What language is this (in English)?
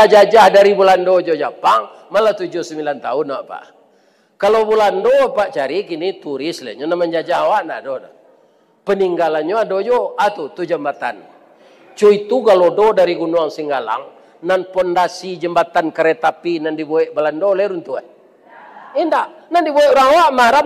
Minangkabau